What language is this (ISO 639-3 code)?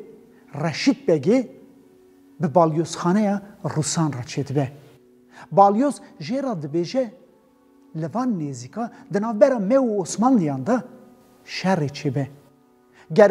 kur